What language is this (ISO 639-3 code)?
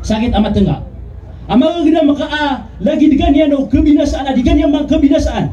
mrw